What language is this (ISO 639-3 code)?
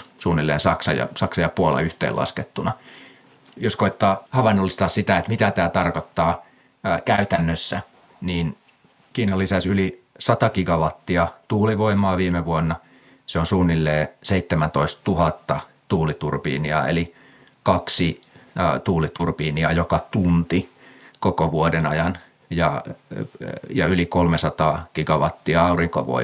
fin